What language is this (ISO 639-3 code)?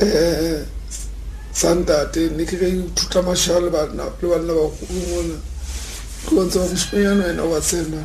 tsn